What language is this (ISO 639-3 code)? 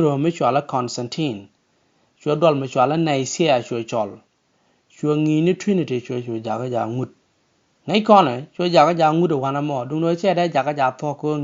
nus